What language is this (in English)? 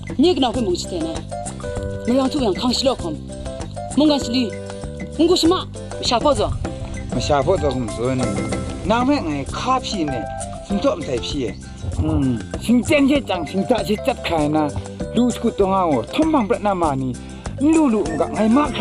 Kachin